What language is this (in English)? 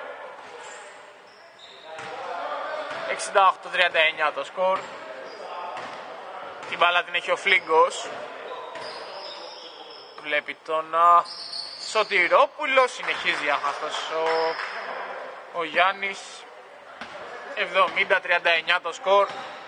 Greek